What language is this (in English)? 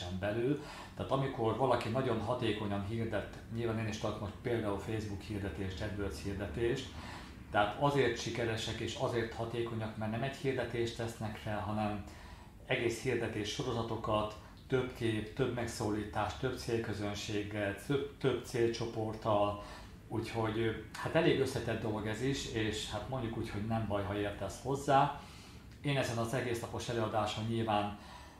Hungarian